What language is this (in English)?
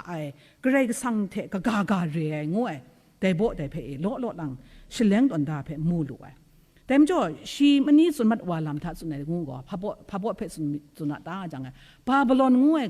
Kachin